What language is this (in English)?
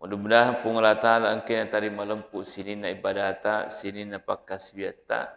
Buginese